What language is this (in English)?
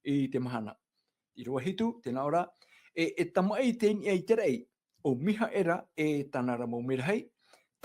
Tahitian